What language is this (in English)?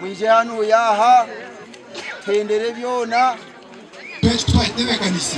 Nyankole